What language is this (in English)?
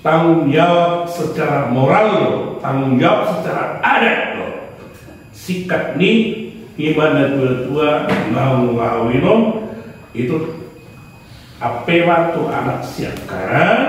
Batak Toba